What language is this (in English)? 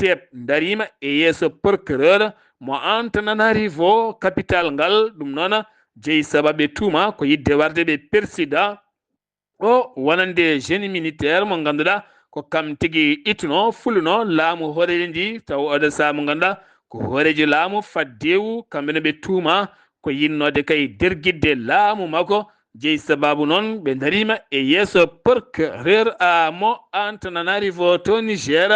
Fula